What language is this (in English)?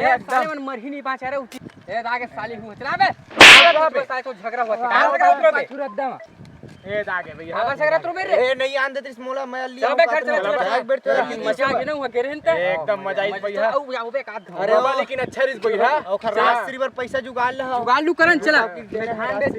Chhattisgarhi